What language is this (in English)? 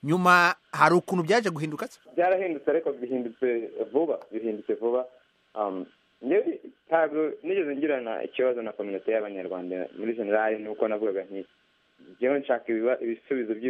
Kinyarwanda